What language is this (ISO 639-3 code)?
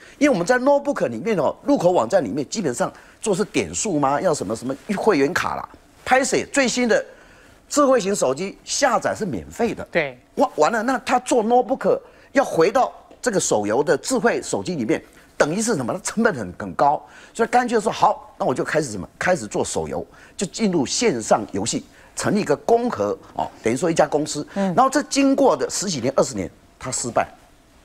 zho